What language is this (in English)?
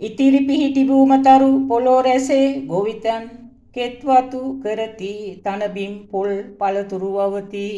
Sinhala